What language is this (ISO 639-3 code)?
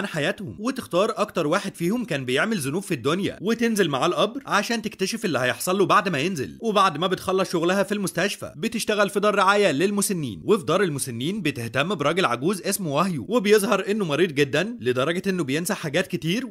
arz